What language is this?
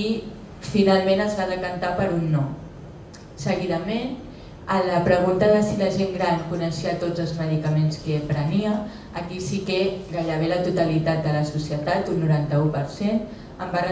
Catalan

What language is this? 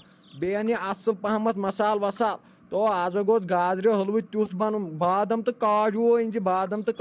Kashmiri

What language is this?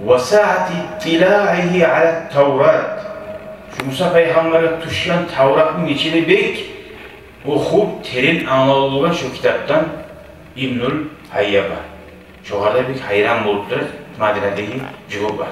Kumyk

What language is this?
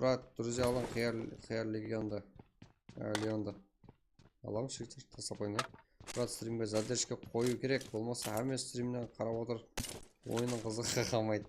Kara-Kalpak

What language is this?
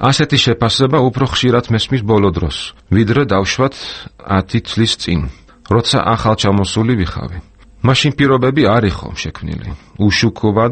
Georgian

